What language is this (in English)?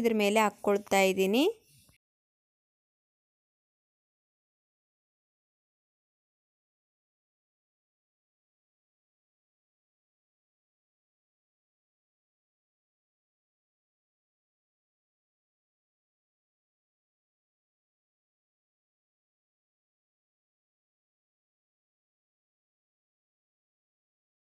Kannada